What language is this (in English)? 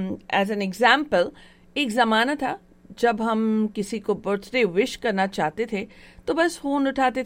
Hindi